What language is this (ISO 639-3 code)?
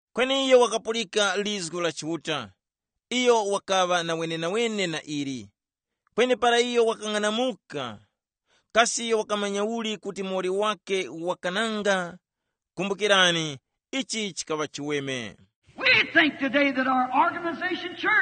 tum